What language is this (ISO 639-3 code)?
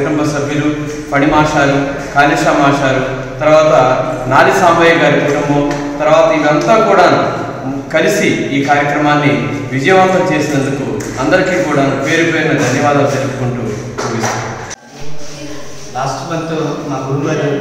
tel